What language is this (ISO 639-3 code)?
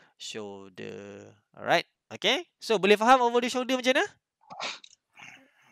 msa